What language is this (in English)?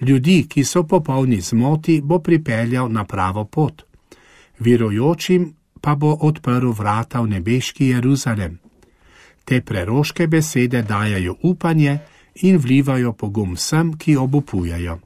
Slovenian